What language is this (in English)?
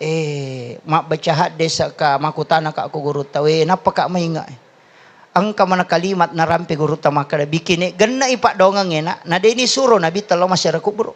Buginese